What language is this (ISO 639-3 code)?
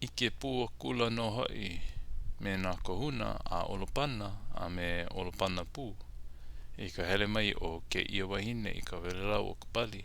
haw